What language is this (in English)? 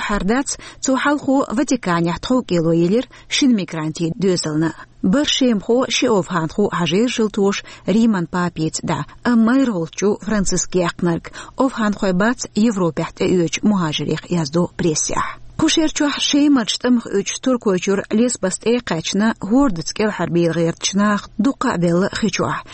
Chechen